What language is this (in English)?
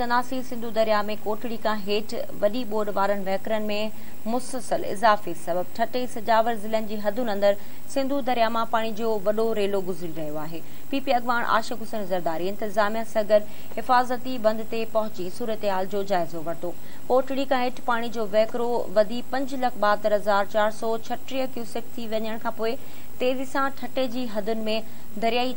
Sindhi